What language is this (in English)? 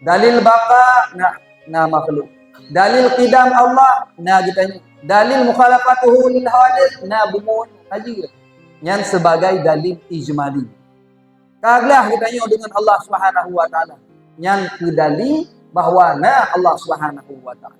Achinese